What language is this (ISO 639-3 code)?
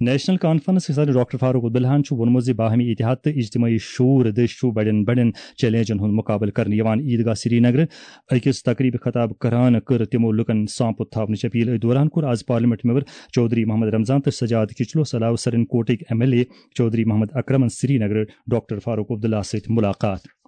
kas